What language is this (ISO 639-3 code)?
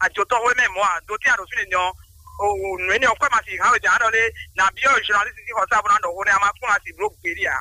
fon